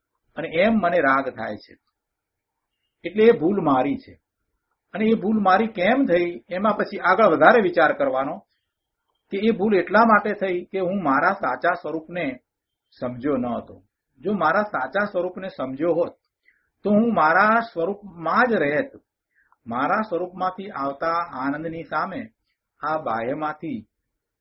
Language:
Gujarati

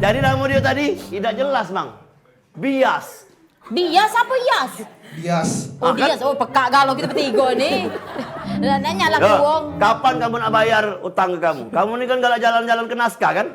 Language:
Musi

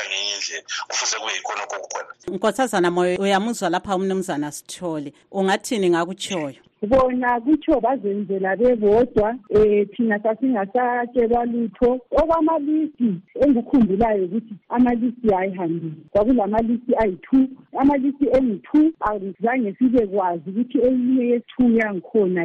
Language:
North Ndebele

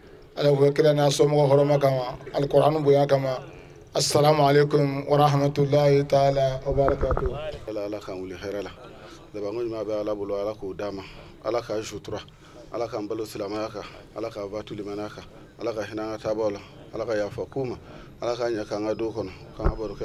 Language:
Bambara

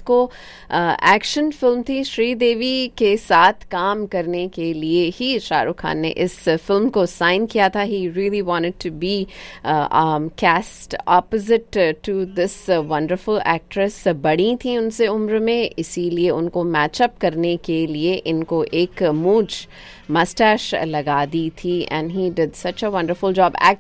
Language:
Hindi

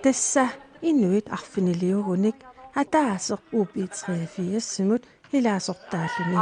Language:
Kalaallisut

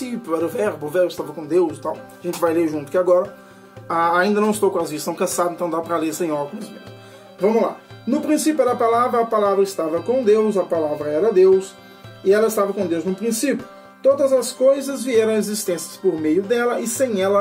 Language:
Portuguese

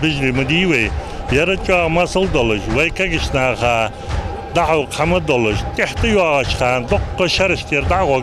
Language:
Ingush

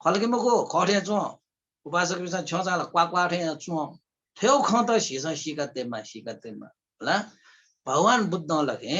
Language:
Newari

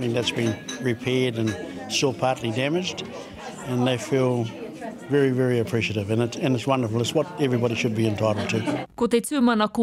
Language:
Māori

